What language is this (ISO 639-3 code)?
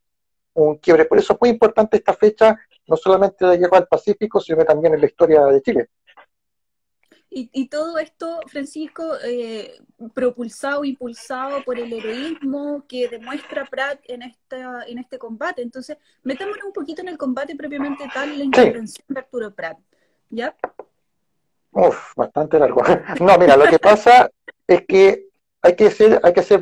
spa